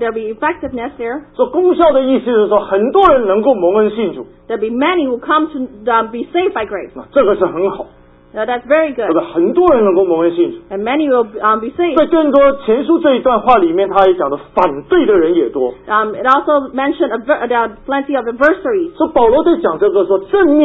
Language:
Chinese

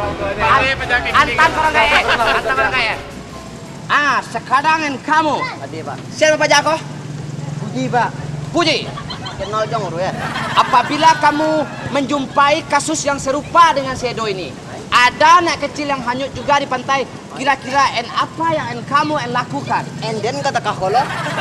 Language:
Minangkabau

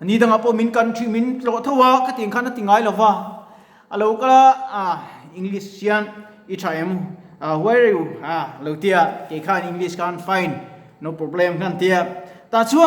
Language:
Mizo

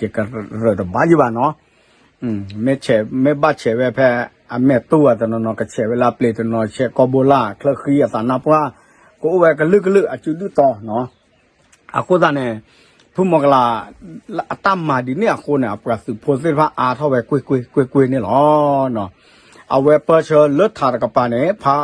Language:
S'gaw Karen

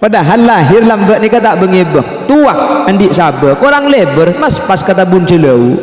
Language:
Madurese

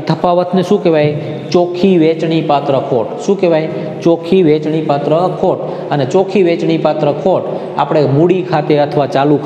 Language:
Gujarati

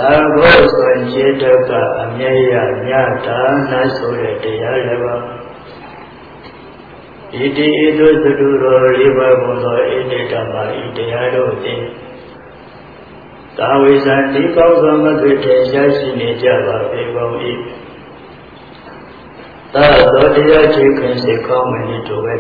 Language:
Burmese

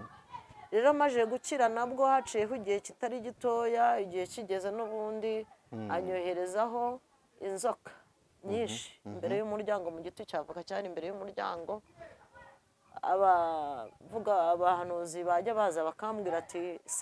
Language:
Kinyarwanda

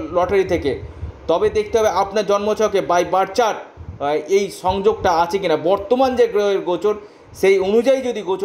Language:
Bangla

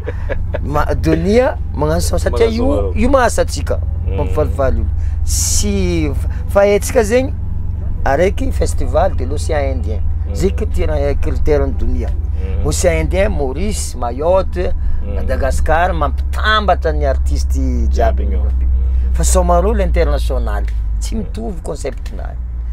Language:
Malagasy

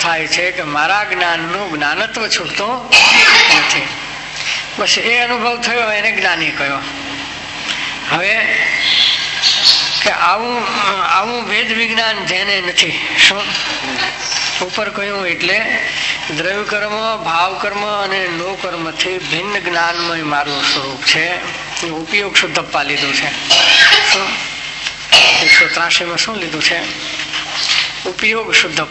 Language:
Gujarati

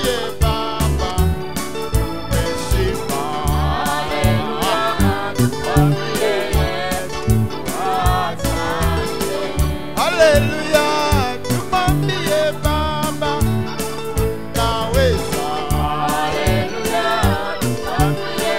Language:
Swahili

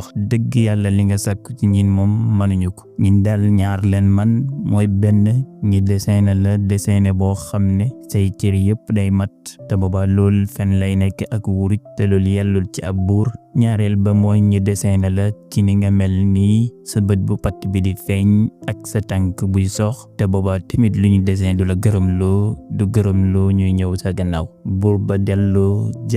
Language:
Wolof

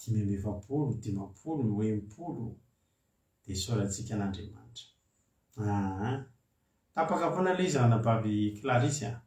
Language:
Malagasy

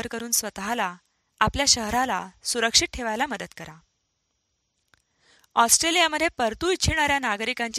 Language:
Marathi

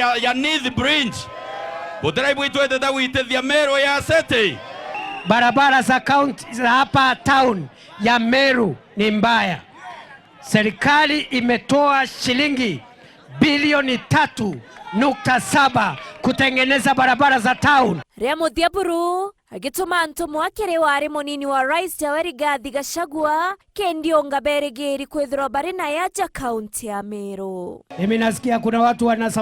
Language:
Meru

